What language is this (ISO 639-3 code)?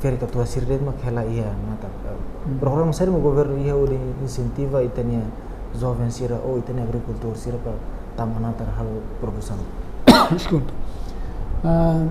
tet